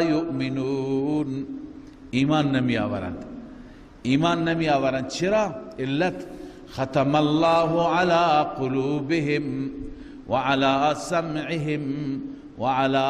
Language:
Persian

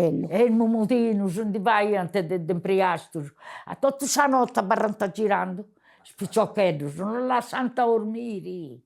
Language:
Sardinian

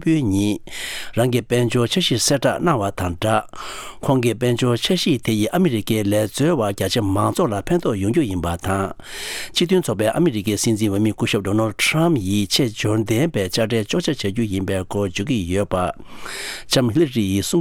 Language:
Tibetan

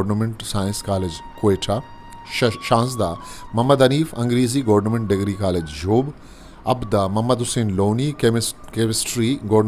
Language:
Eastern Balochi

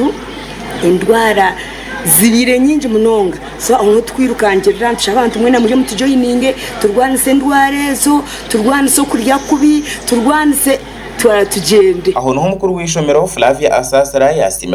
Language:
Nyankole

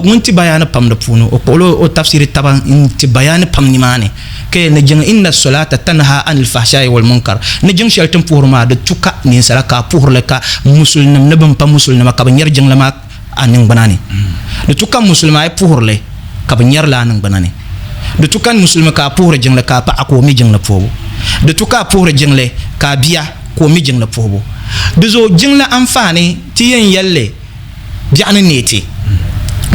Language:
Dagbani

